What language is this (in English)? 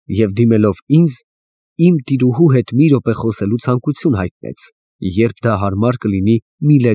Armenian